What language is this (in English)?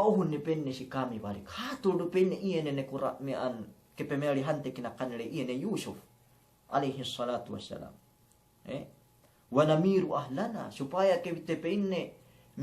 Yakan